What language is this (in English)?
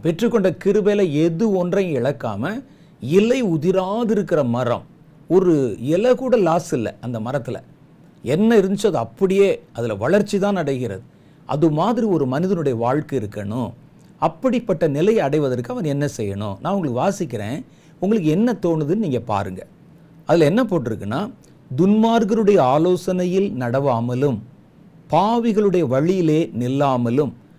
Tamil